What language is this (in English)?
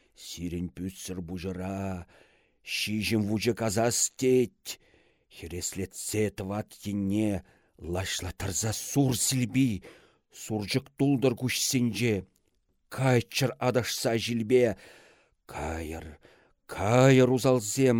Chuvash